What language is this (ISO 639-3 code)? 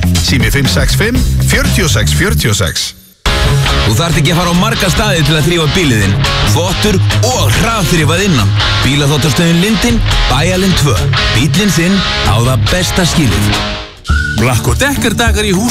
isl